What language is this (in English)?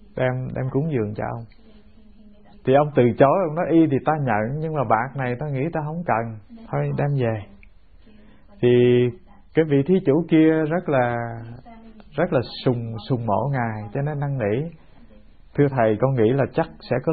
Vietnamese